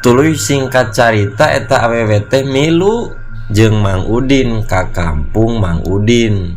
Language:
Sundanese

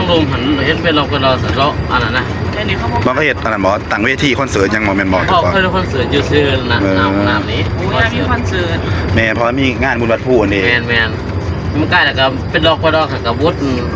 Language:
Northeastern Thai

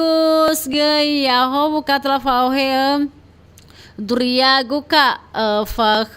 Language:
Nias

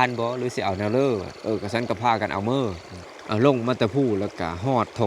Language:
Lao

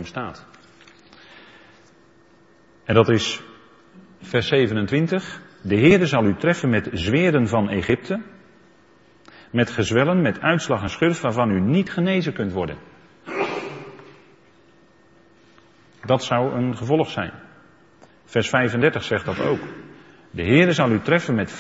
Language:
Dutch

